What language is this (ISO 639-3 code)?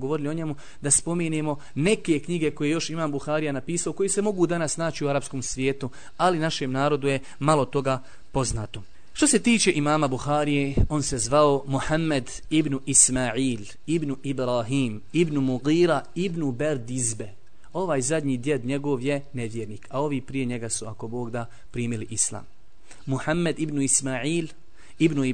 bos